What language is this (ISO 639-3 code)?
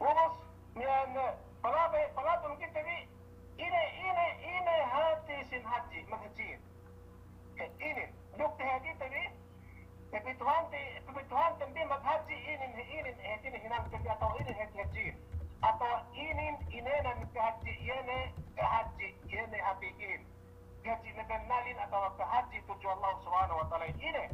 yka